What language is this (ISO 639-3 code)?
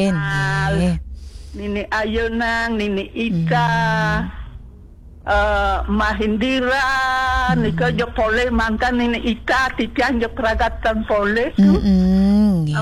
ban